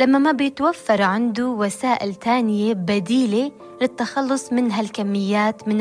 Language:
North Levantine Arabic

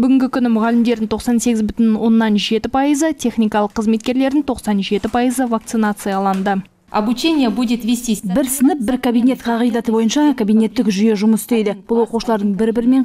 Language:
Kazakh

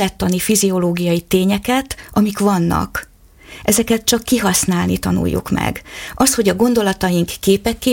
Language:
Hungarian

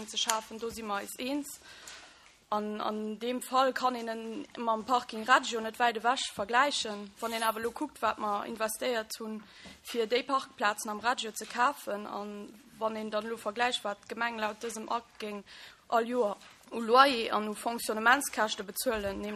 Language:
Luxembourgish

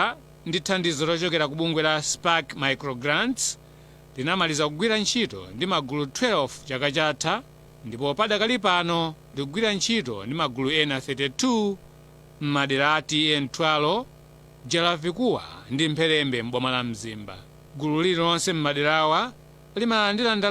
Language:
Nyanja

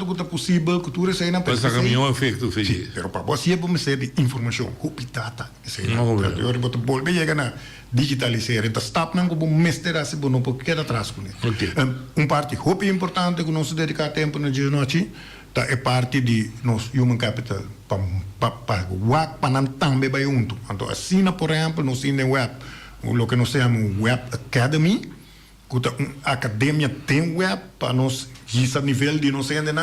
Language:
Papiamento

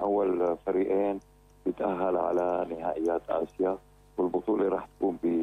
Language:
North Levantine Arabic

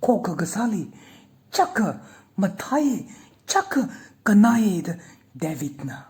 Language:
Tangkhul Naga (India)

